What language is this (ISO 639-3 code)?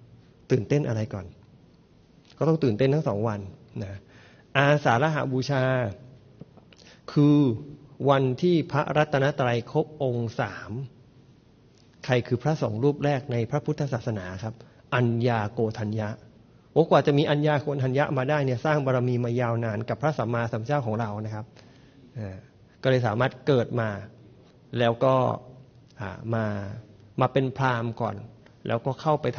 tha